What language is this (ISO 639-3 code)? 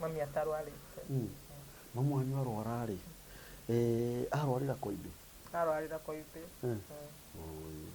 kik